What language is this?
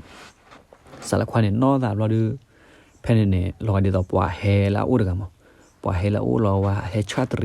S'gaw Karen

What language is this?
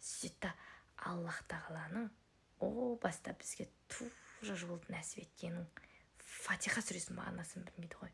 Kazakh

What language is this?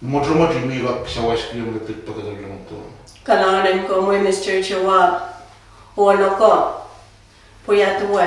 Pohnpeian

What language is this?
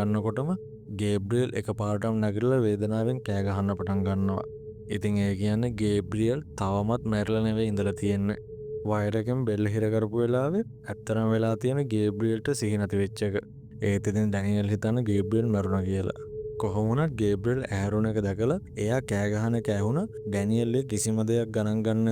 Sinhala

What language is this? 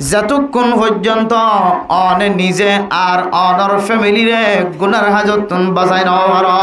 Rohingya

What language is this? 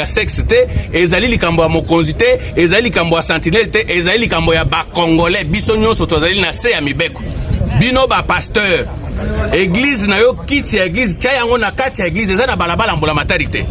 Lingala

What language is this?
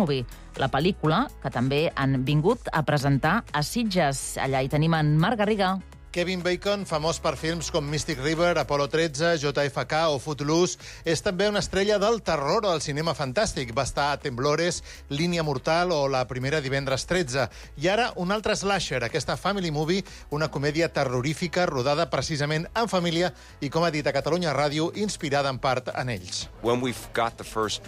Catalan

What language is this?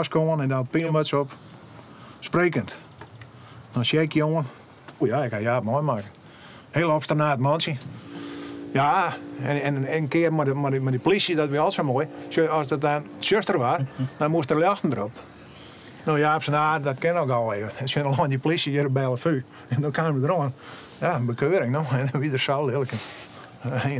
Western Frisian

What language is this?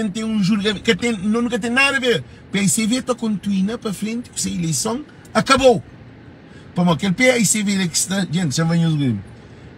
Kabuverdianu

